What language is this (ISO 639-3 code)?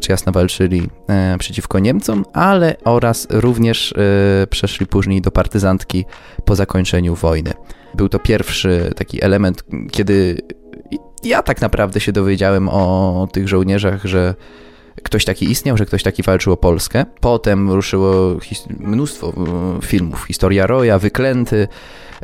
pol